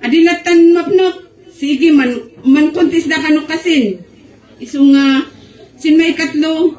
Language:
Kankanaey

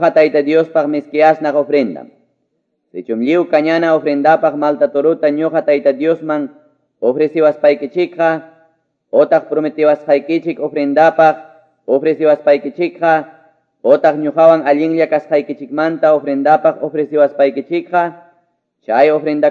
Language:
Quechua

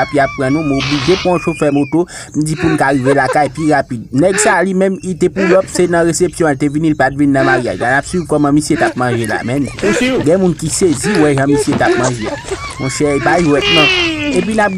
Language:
Haitian Creole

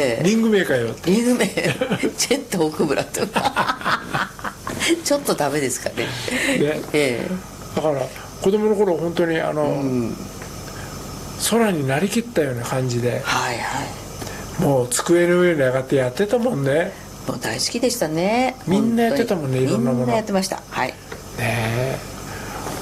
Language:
Japanese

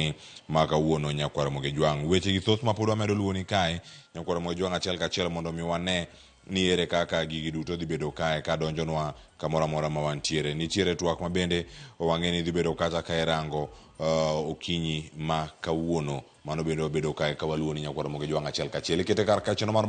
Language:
Luo (Kenya and Tanzania)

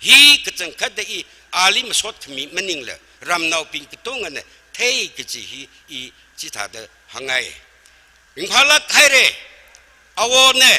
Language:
Tangkhul Naga (India)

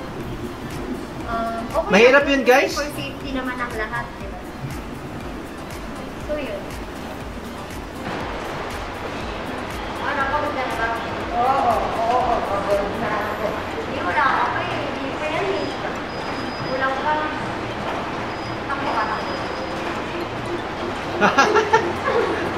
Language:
Filipino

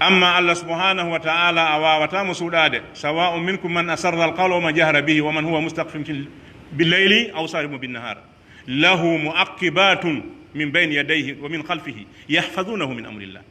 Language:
Pular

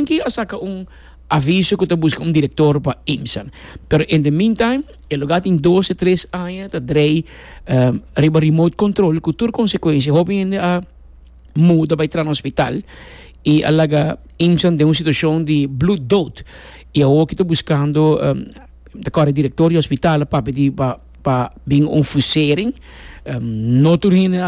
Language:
Papiamento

